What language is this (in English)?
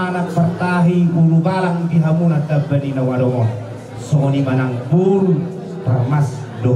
Batak Toba